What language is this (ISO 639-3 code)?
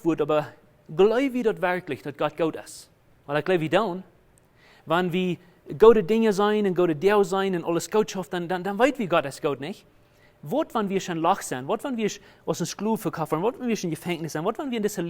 pdt